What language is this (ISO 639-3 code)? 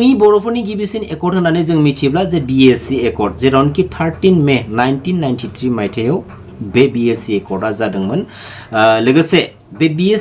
brx